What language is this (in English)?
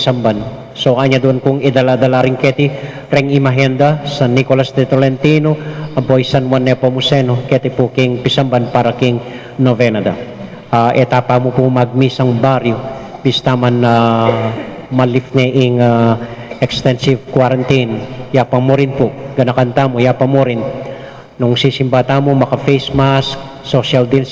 Pampanga